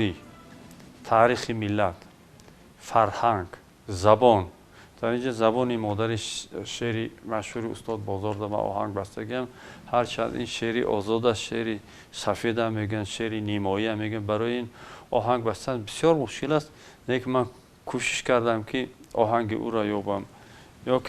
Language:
Tajik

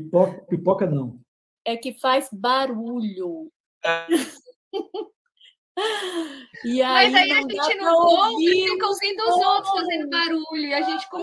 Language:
Portuguese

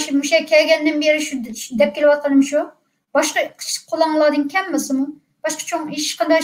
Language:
Uyghur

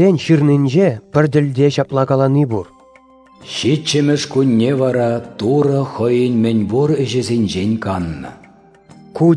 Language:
Chuvash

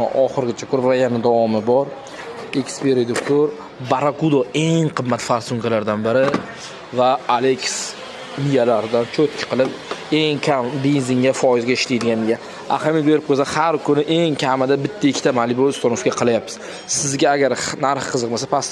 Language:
Uzbek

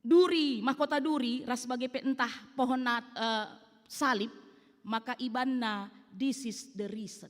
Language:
Batak Karo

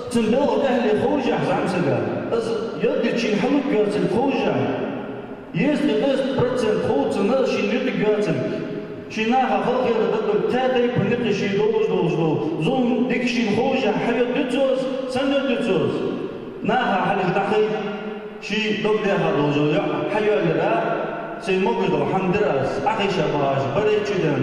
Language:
Ingush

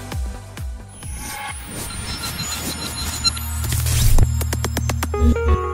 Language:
English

